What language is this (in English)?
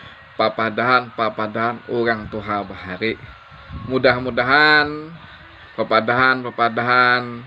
Banjar